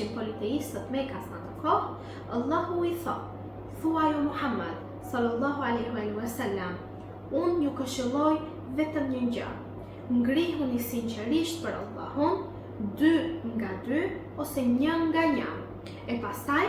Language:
Albanian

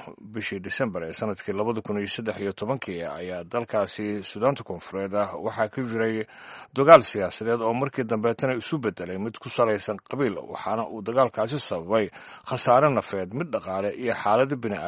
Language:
Somali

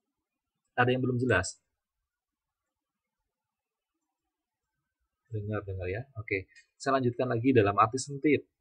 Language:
Indonesian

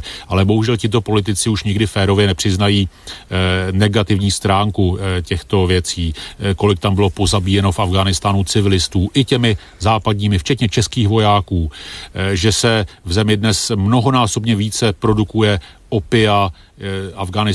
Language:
Czech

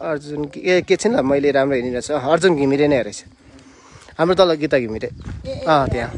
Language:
Nepali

